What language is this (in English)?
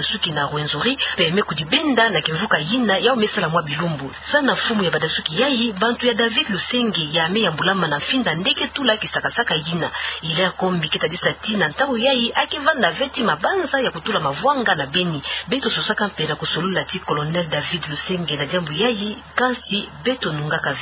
Kituba (Democratic Republic of Congo)